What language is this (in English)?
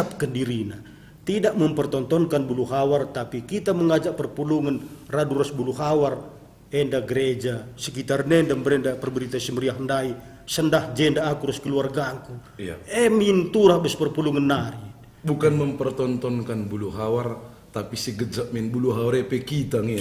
Batak Karo